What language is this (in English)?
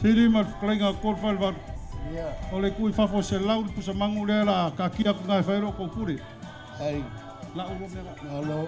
Samoan